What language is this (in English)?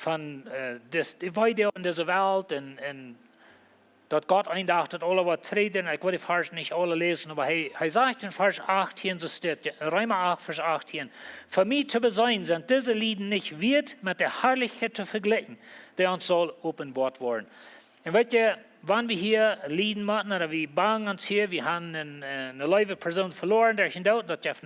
Plautdietsch